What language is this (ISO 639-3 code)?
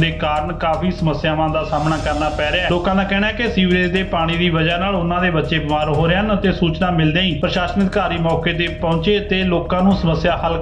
pan